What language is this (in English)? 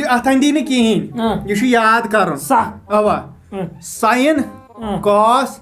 Kashmiri